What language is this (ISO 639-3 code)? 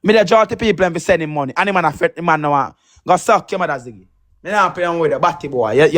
jam